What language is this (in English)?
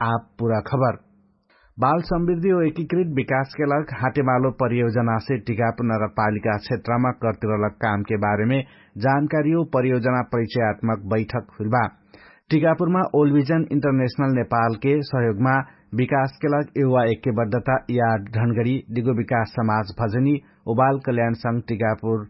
Dangaura Tharu